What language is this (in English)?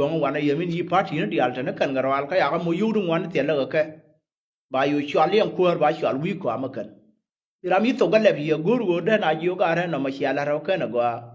Nuer